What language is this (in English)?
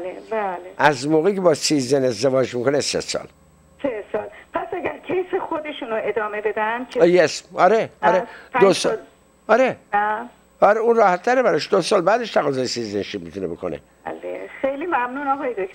Persian